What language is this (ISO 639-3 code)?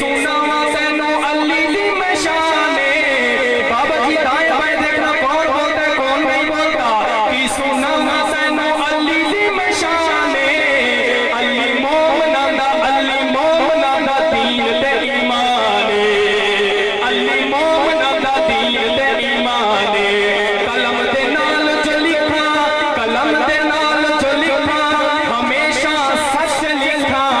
skr